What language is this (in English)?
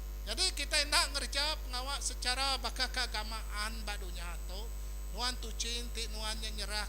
Iban